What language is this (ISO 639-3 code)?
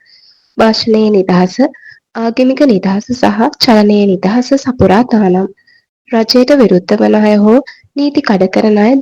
sin